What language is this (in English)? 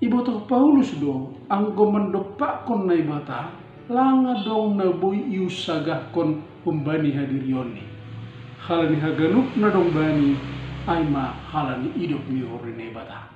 Batak Simalungun